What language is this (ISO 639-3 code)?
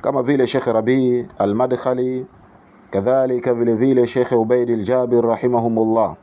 swa